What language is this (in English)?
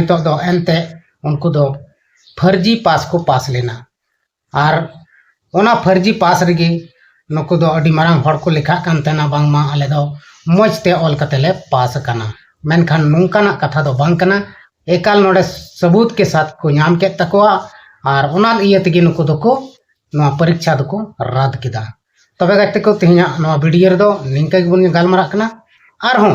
Santali